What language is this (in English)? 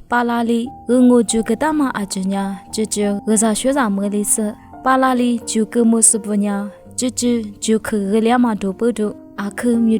Lisu